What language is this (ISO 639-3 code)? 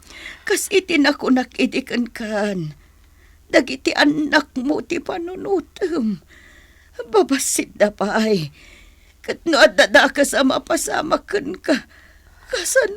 ilo